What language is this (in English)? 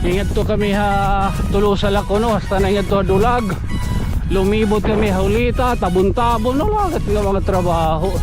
Waray